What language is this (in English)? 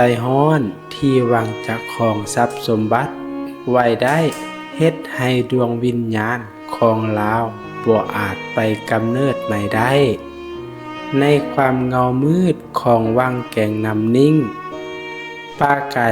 Lao